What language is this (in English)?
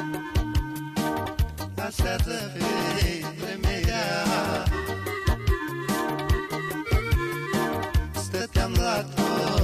Romanian